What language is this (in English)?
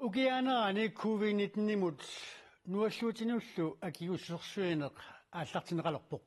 Kalaallisut